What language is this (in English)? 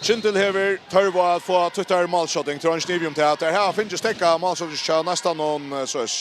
Faroese